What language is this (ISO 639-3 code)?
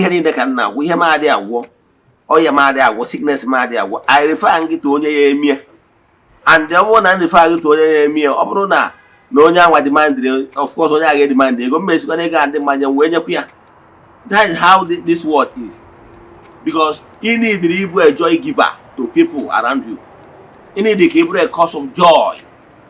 ibo